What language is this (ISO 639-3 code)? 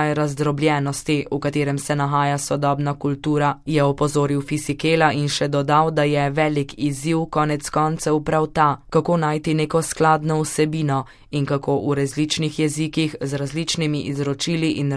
slv